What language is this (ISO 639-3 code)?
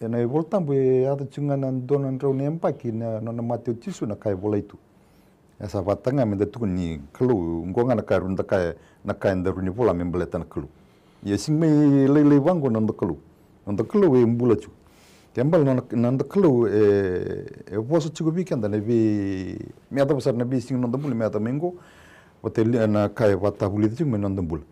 fij